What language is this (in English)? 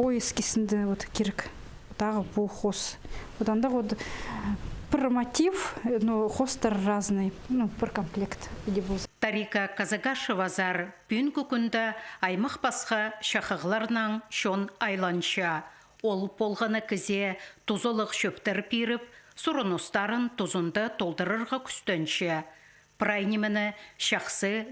Khakas